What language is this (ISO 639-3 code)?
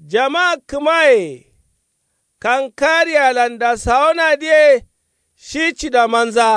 kau